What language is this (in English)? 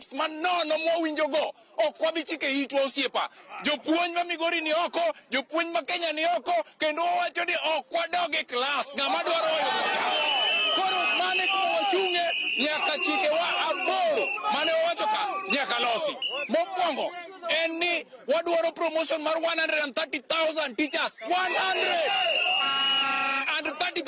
Luo (Kenya and Tanzania)